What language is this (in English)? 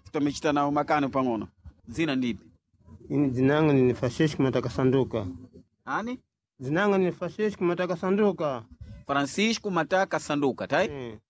Sena